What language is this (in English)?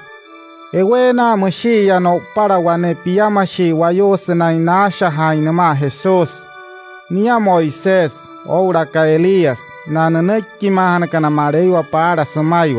Wayuu